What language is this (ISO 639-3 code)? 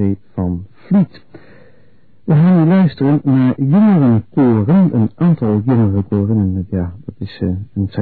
nld